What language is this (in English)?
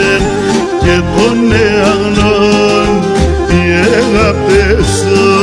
Greek